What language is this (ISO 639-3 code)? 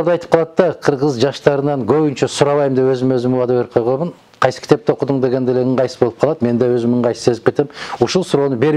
kir